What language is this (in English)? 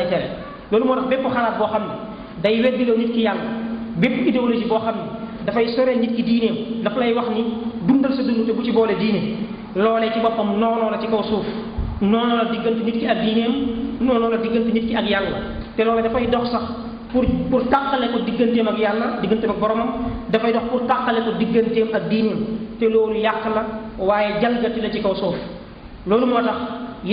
Wolof